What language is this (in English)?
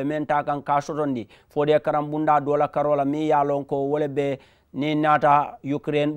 Mandingo